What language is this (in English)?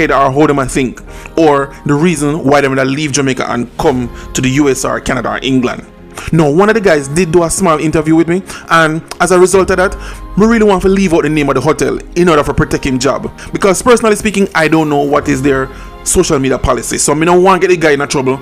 Jamaican Creole English